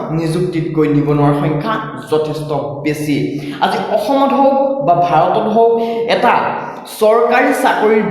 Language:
Assamese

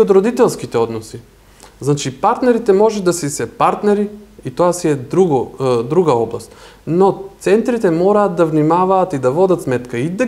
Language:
Macedonian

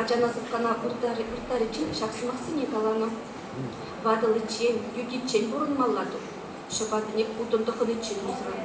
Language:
Chuvash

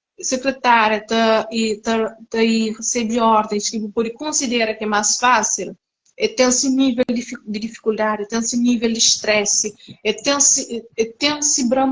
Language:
Kabuverdianu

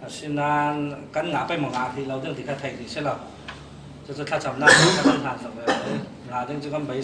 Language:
Falam Chin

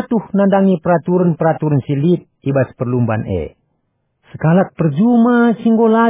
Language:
Batak Karo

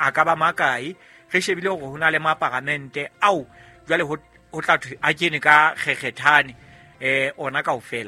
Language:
Southern Sotho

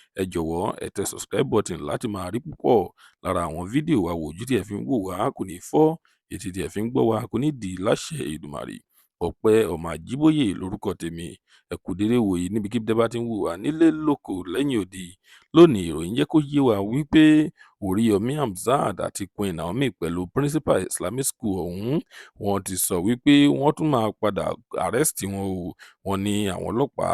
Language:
Yoruba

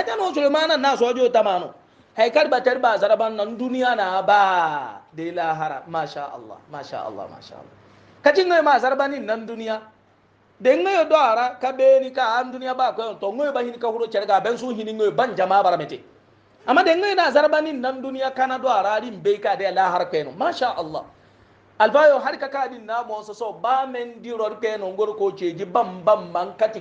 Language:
Hausa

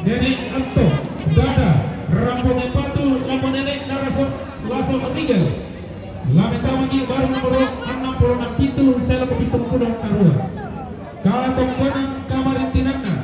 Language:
Toraja-Sa'dan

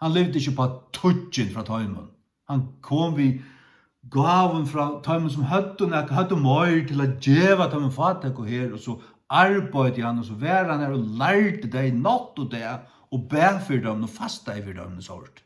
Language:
Faroese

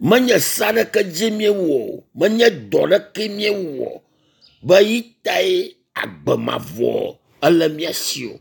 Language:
Ewe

